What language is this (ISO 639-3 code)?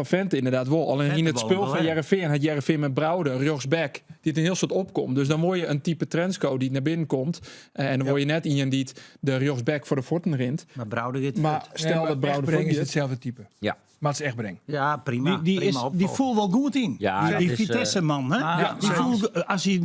fry